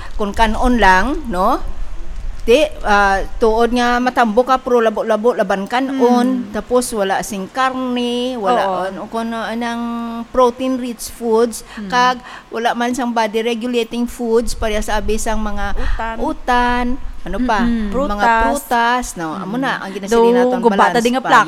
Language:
Hiligaynon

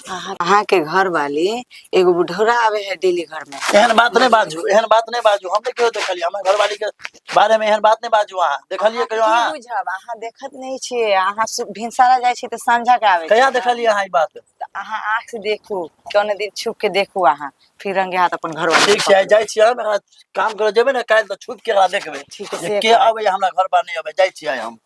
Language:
Maithili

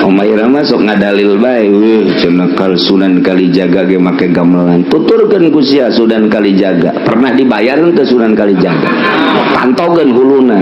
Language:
Sundanese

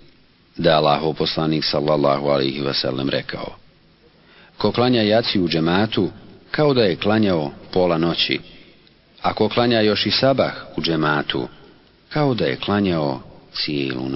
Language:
Bosnian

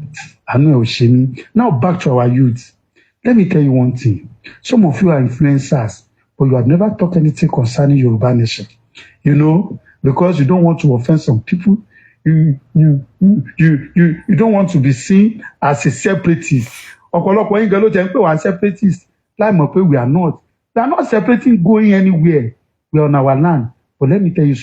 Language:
Yoruba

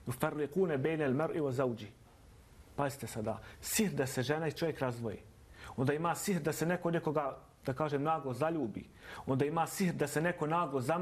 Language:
Bosnian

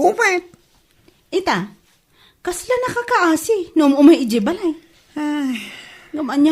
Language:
Iloko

